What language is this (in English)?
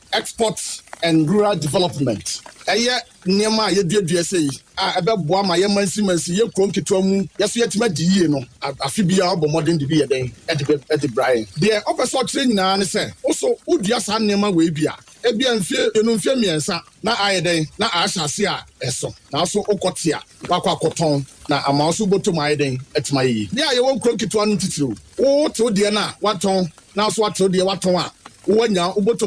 Akan